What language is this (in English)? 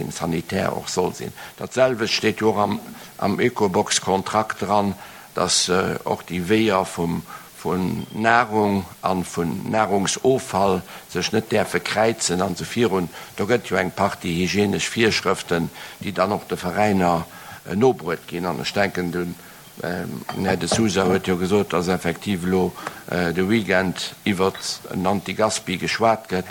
Luxembourgish